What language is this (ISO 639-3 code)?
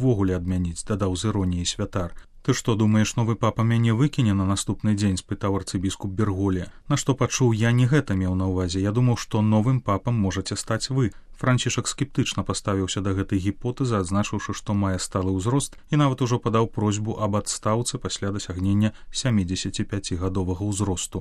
bel